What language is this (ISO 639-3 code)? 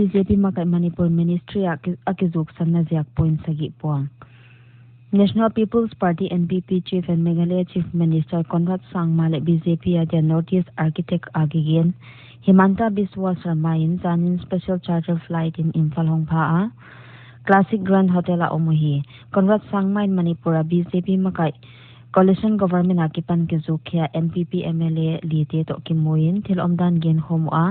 pck